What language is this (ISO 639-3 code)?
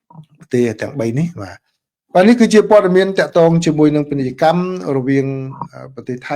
khm